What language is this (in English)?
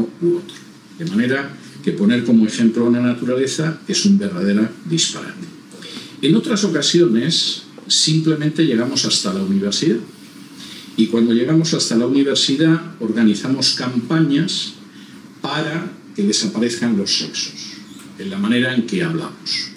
Spanish